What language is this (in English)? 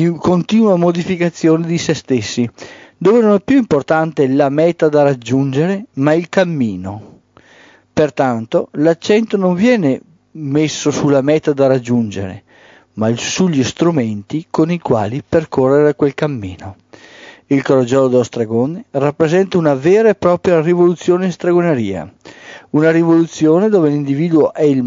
Italian